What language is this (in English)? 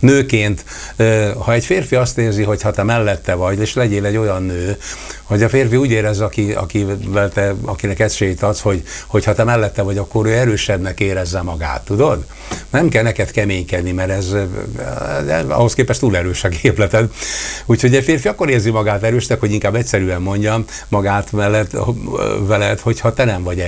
Hungarian